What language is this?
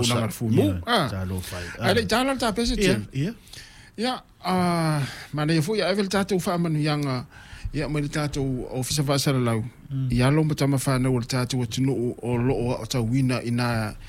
Samoan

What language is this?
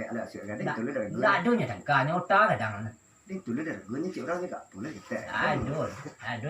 Minangkabau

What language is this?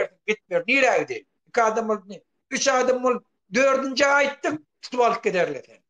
Turkmen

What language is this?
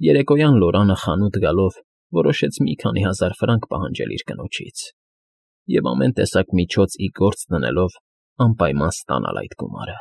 Armenian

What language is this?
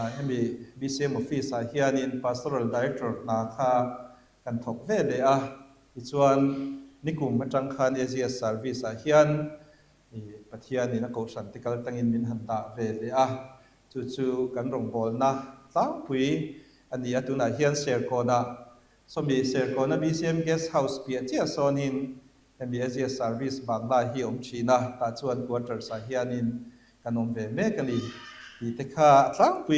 Mizo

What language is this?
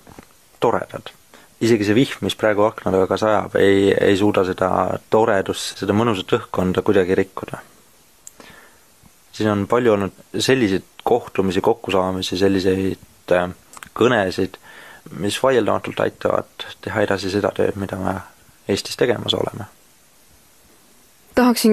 Estonian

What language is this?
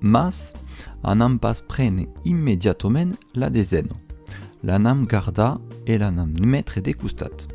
Occitan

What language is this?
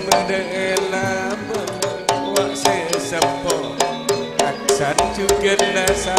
Madurese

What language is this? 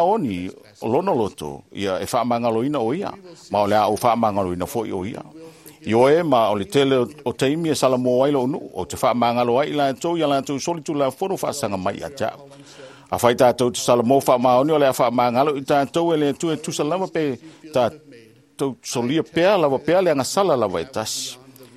Samoan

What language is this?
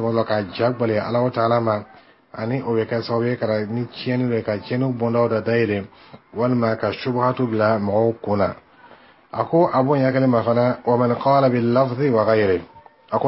Bambara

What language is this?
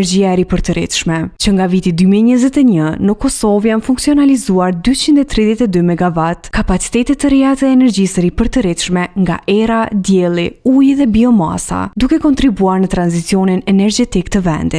Albanian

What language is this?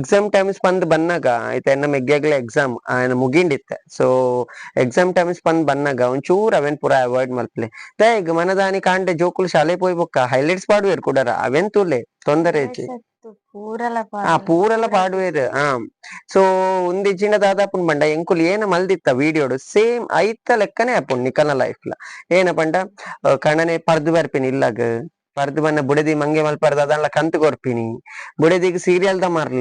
Tulu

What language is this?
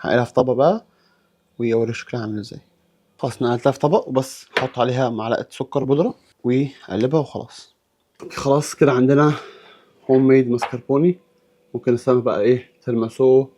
Egyptian Arabic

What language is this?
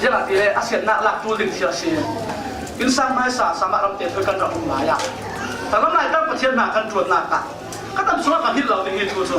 Falam Chin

